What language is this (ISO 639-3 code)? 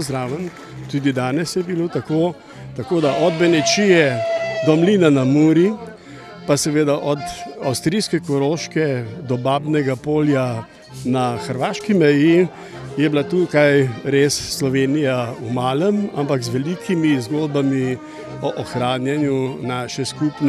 slv